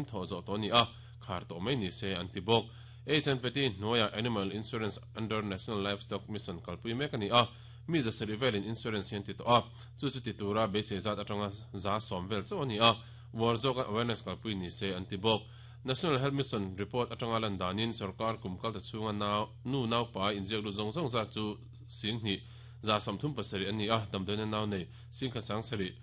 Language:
Mizo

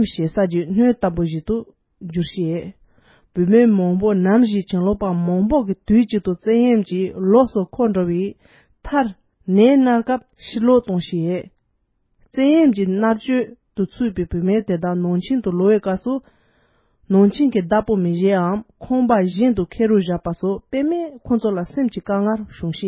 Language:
Tibetan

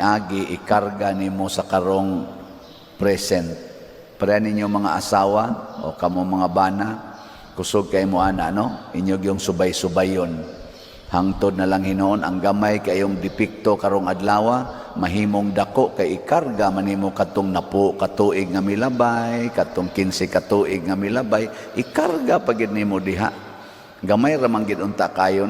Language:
Cebuano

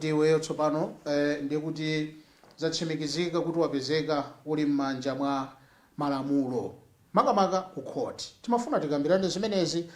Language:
Nyanja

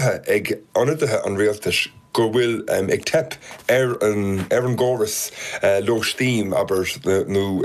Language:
Irish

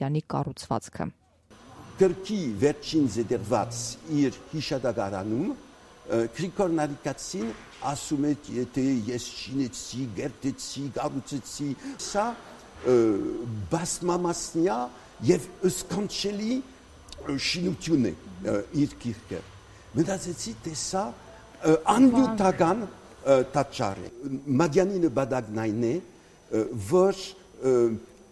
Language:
Armenian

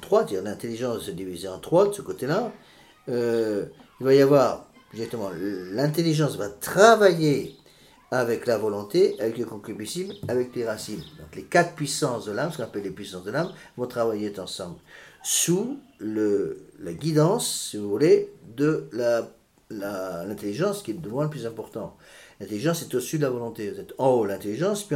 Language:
French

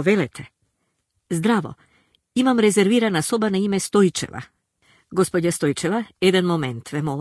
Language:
Macedonian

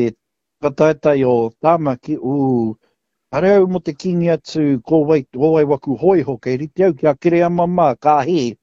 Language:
Māori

